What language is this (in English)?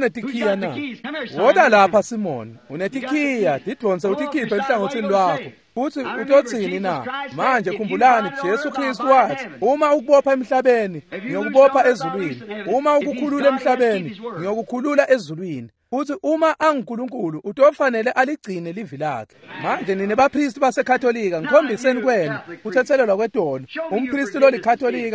Swati